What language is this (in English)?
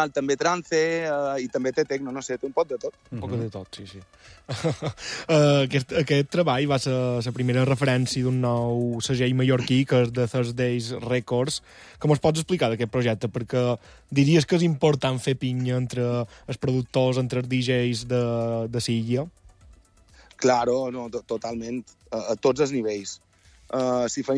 Catalan